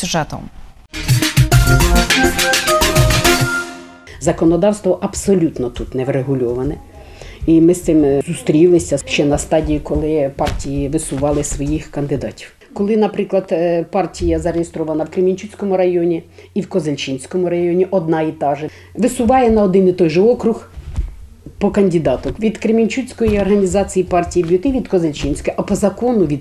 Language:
Ukrainian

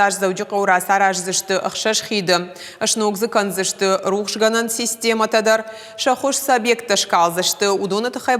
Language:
Ossetic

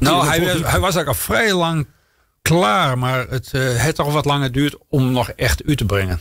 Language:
Western Frisian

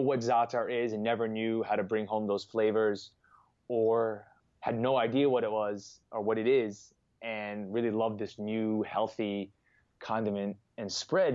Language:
English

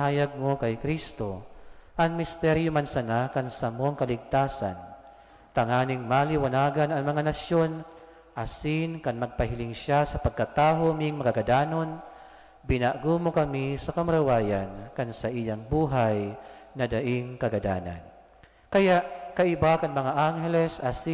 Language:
Bikol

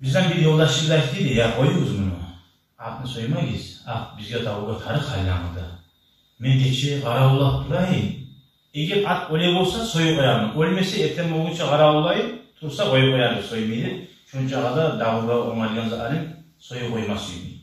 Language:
Kumyk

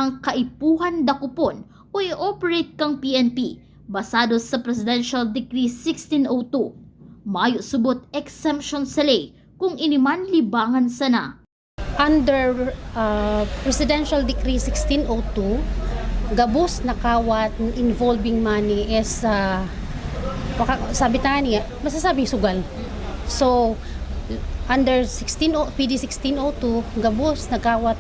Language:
Bikol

